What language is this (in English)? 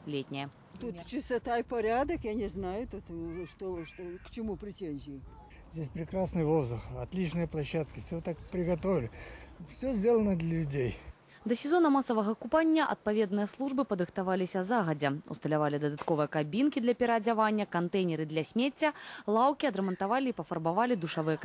Belarusian